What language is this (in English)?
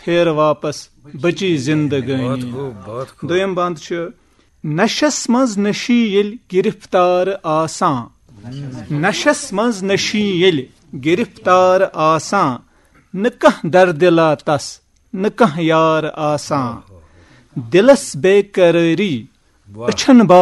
Kashmiri